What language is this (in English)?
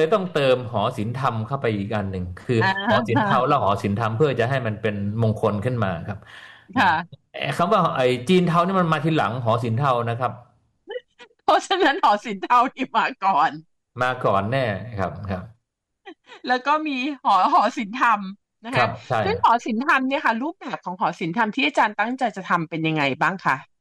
Thai